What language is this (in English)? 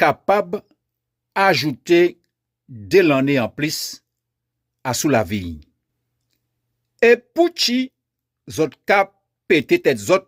Guadeloupean Creole French